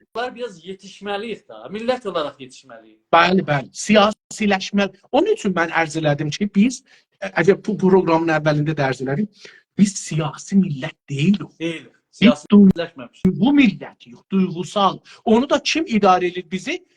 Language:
South Azerbaijani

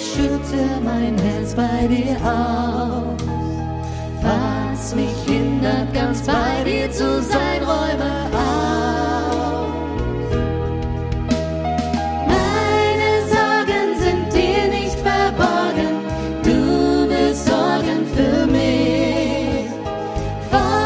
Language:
German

